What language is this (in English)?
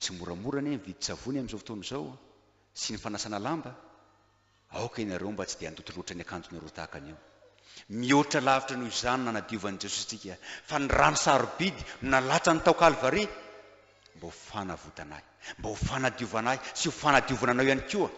Malagasy